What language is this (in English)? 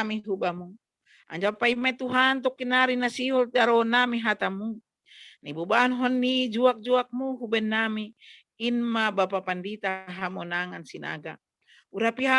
Batak Simalungun